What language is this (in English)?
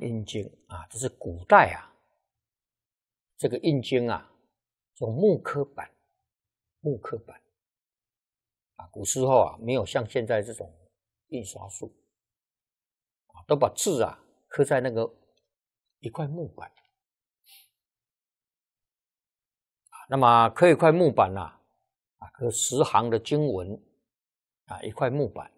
Chinese